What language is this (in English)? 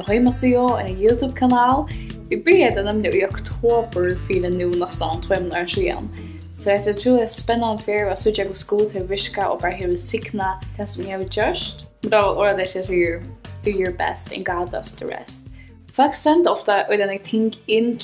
Faroese